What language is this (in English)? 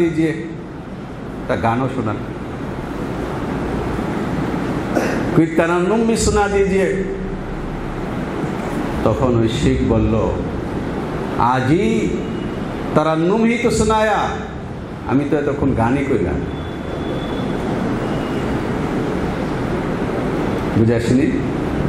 Bangla